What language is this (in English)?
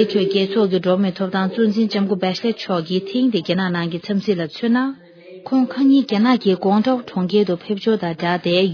Tibetan